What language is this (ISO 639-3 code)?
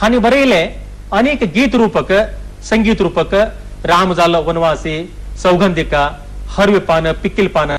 kok